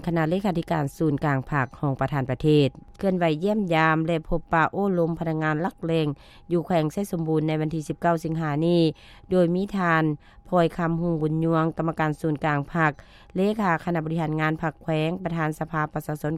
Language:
Lao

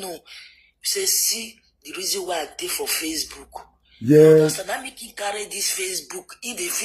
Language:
Nigerian Pidgin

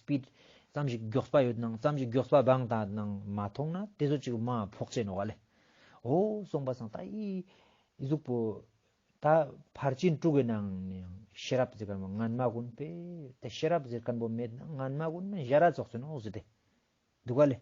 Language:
Ladakhi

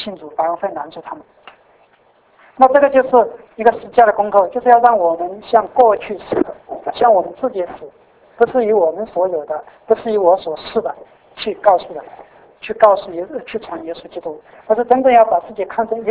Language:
Chinese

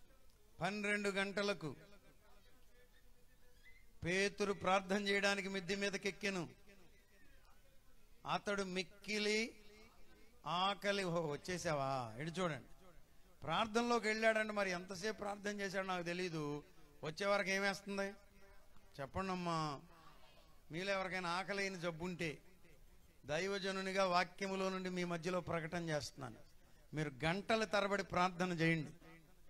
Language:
Telugu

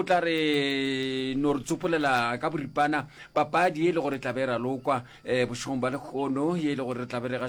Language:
Northern Sotho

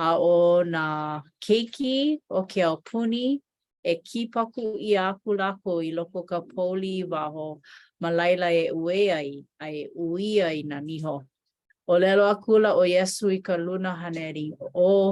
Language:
Hawaiian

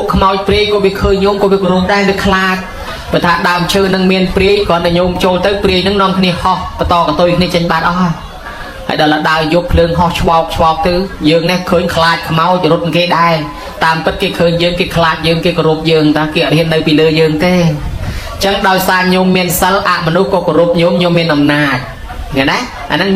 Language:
Khmer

